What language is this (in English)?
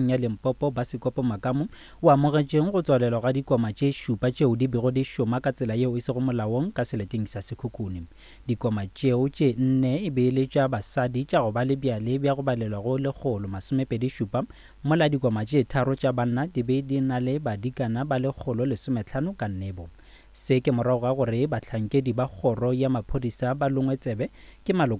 Northern Sotho